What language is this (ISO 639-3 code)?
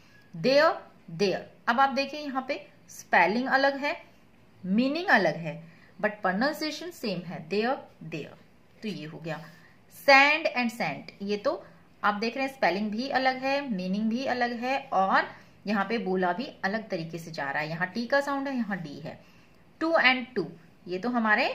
hin